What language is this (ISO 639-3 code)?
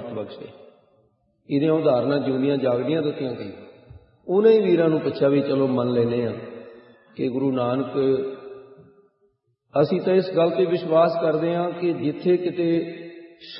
pan